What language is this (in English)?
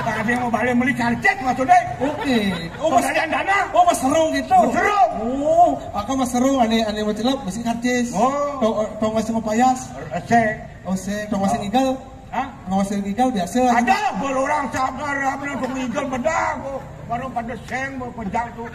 Balinese